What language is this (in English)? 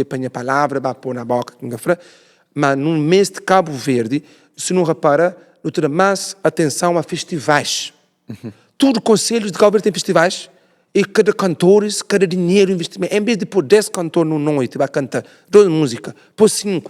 Kabuverdianu